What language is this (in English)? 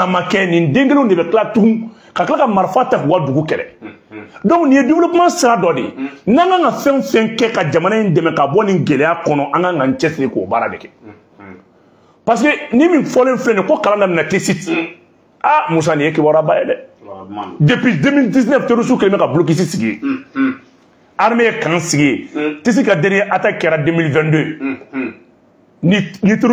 Bambara